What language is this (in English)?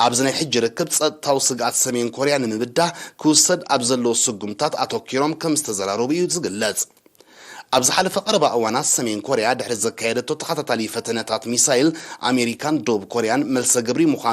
Tigrinya